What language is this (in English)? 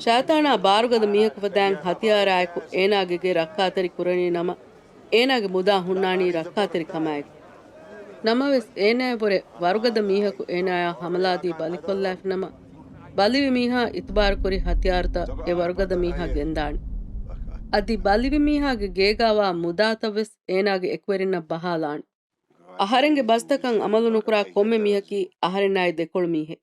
Divehi